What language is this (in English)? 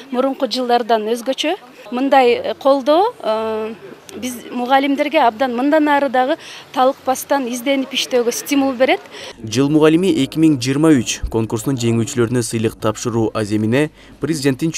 Kyrgyz